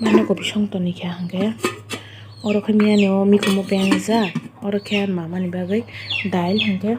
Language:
Kok Borok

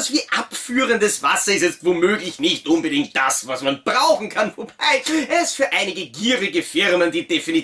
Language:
German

